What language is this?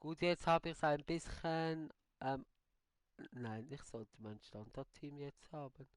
Swiss German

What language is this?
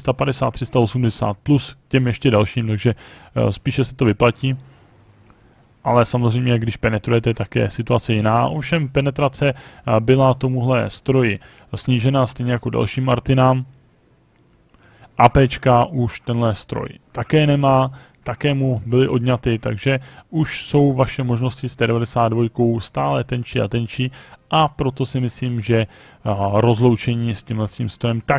Czech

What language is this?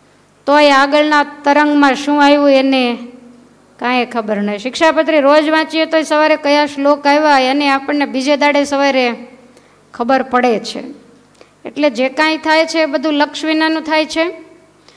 Gujarati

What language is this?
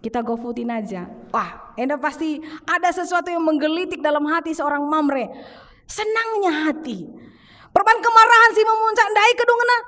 Batak Karo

